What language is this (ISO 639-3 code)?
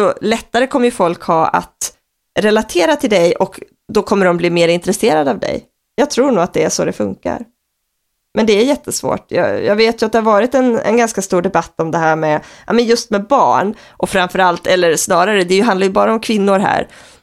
swe